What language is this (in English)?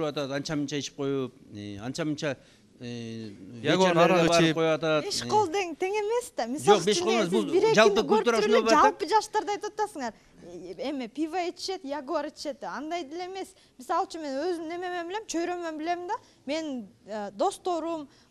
Kyrgyz